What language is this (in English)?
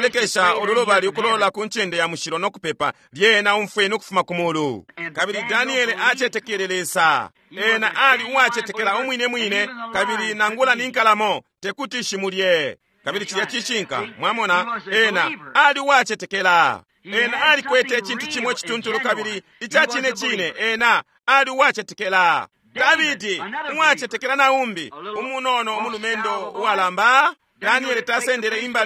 Bemba